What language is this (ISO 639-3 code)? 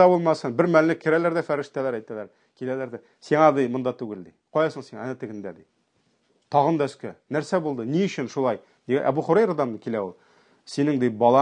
tat